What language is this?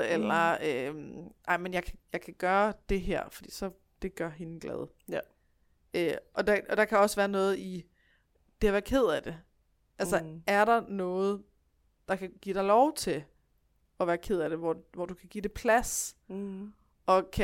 Danish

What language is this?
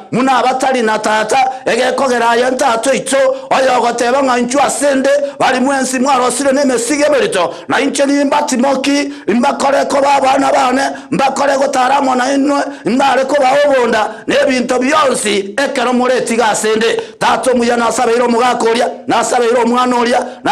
Gusii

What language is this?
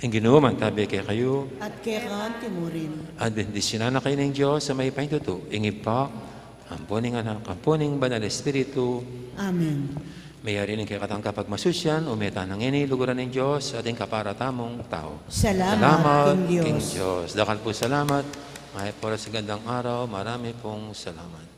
Pampanga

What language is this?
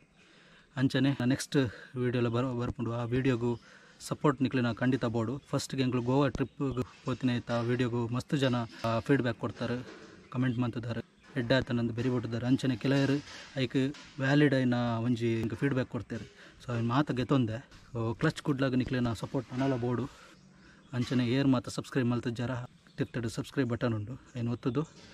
Tulu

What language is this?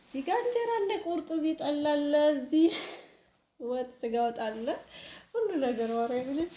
Amharic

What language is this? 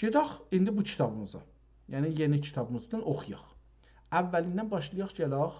South Azerbaijani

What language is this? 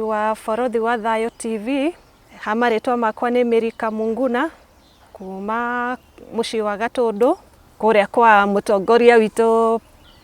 Kikuyu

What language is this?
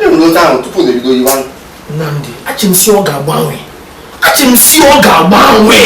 Igbo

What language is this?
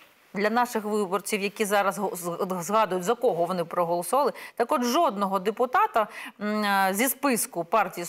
Ukrainian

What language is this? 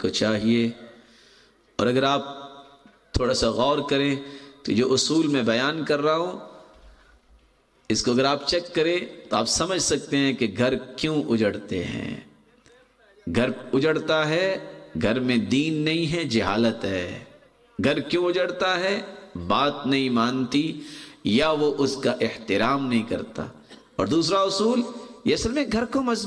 Urdu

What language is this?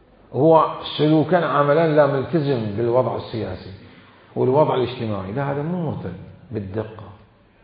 Mesopotamian Arabic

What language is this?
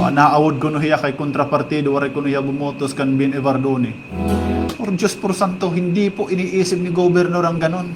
Waray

